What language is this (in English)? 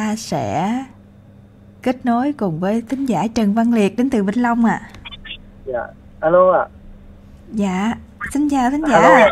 Vietnamese